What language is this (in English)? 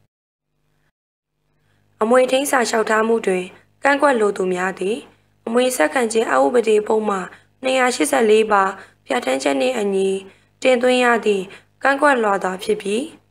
Burmese